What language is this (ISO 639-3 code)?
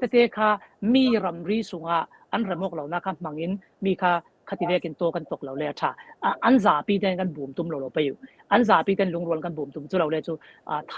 cfm